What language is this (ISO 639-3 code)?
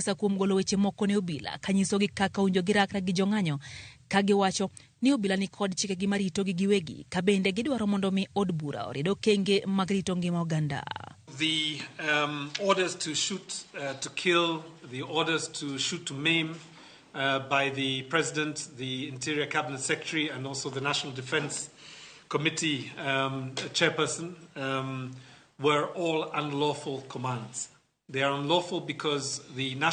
luo